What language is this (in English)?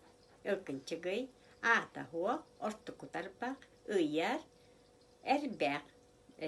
Yakut